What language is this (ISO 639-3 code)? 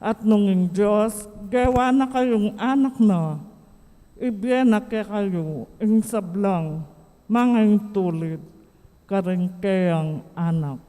pam